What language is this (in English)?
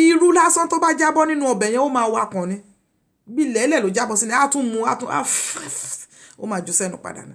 Yoruba